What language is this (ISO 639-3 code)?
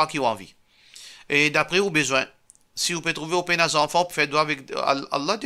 mfe